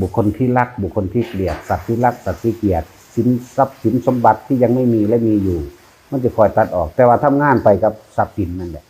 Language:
Northeastern Thai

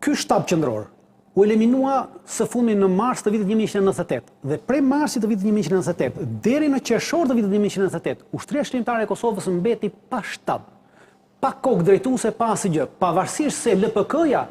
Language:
Albanian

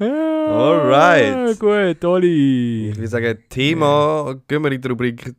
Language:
Swiss German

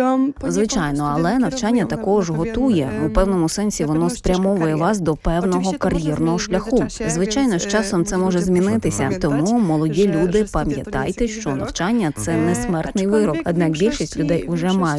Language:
Ukrainian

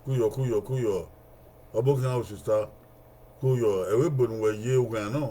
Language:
Bini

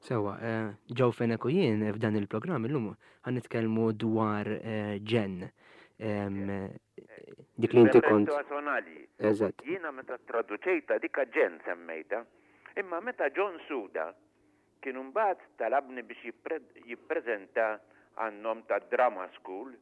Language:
Maltese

